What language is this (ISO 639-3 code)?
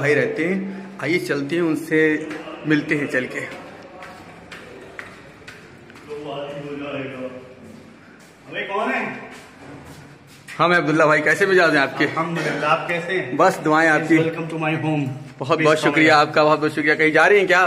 hin